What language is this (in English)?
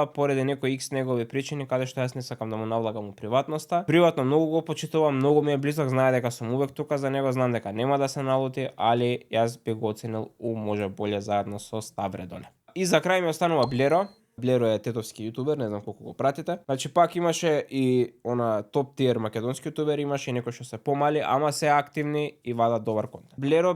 Macedonian